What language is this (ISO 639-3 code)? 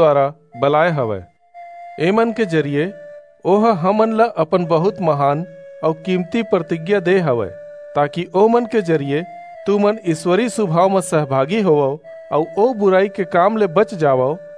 hne